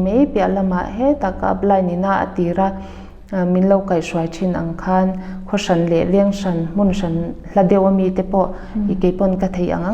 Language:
Mizo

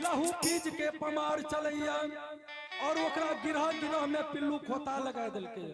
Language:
Angika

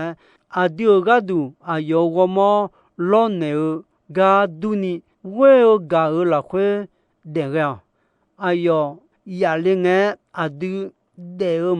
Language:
Akha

